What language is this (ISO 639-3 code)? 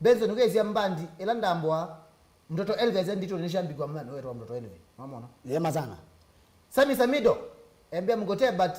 kam